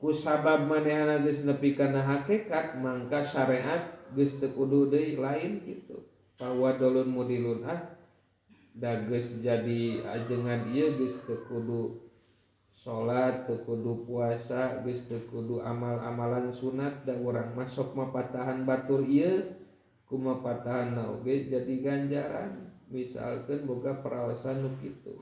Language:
Sundanese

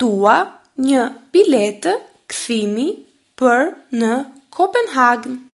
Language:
Albanian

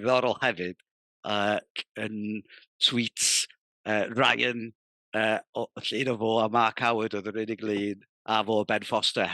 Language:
Welsh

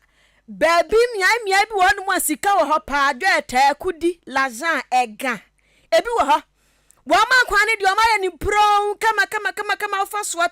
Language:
Akan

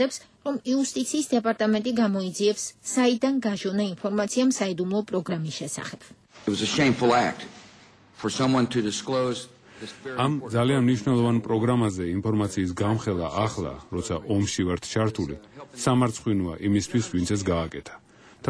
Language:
Georgian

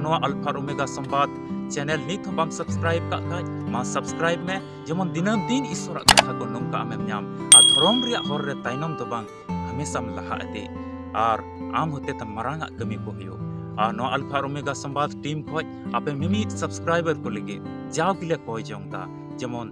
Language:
Santali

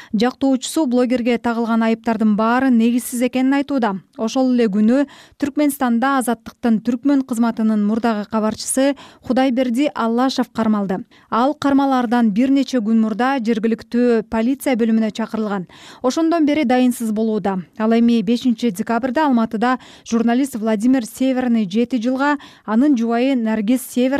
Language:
Kyrgyz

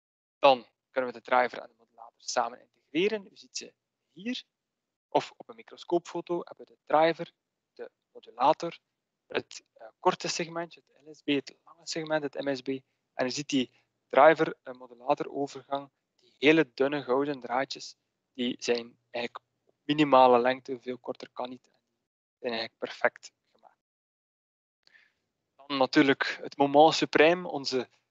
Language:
Dutch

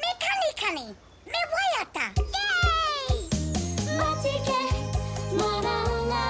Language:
Māori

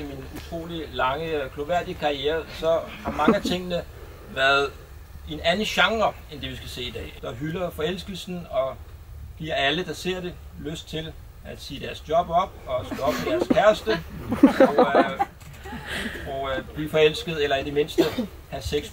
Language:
Danish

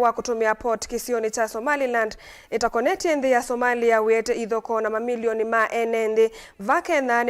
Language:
Kamba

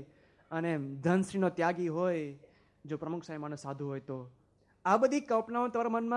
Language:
Gujarati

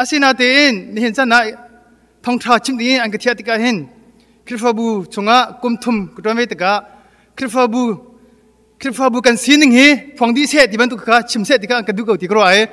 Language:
Hakha Chin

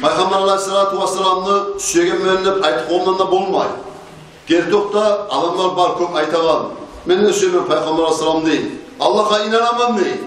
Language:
Kumyk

